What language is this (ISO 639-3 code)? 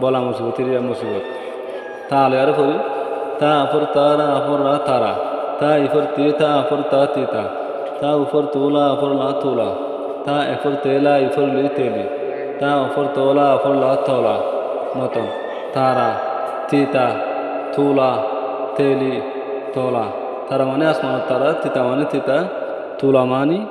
rhg